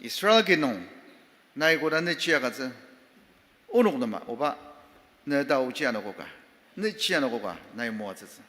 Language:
Ao Naga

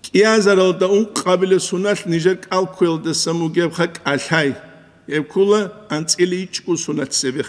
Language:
Avaric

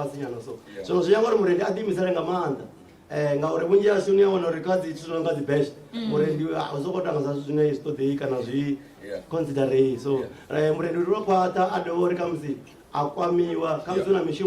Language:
Venda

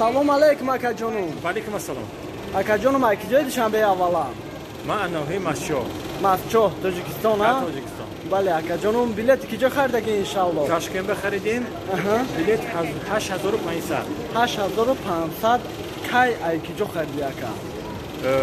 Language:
Tajik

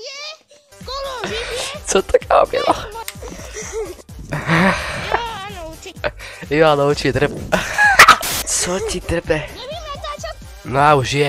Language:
Czech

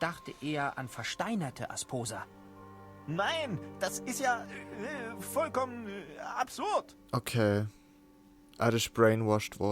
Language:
Swiss German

